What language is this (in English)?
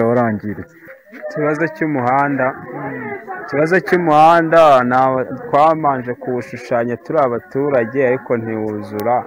Kinyarwanda